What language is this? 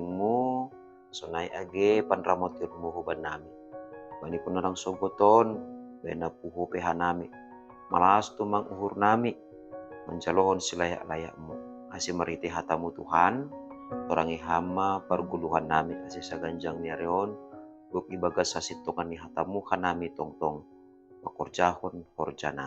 Batak Simalungun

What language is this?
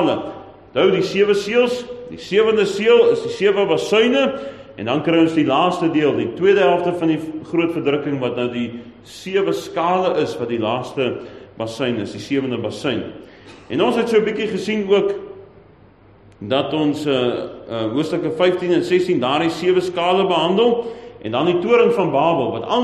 Afrikaans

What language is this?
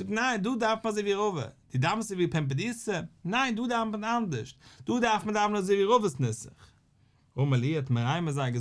Yiddish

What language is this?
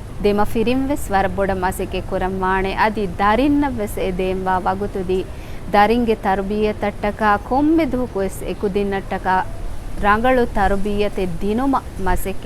Divehi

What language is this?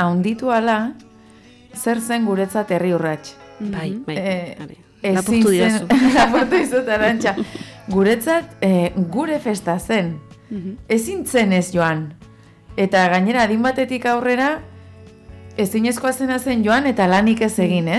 Basque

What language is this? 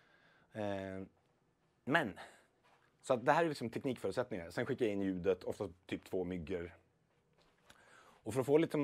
Swedish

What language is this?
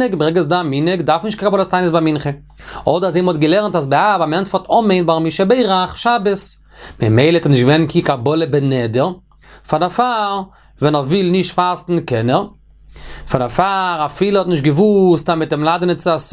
Yiddish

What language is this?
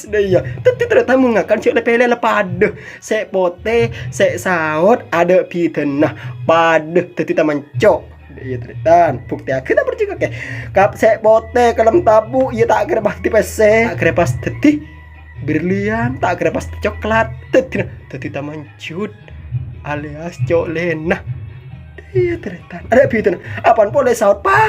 Madurese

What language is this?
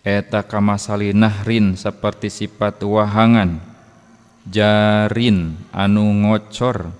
Sundanese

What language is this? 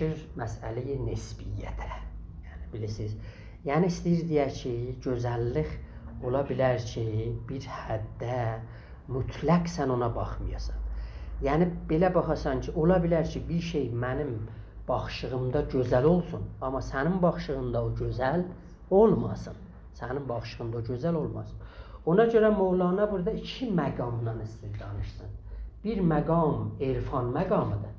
South Azerbaijani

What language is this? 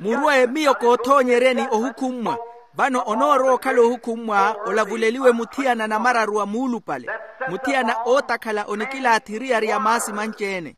Makhuwa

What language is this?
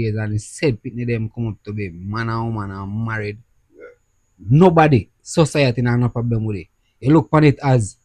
Jamaican Creole English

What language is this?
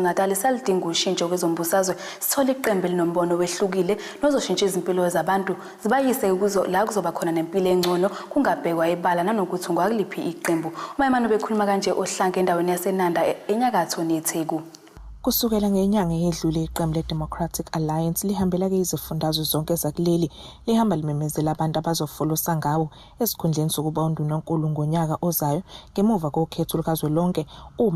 Zulu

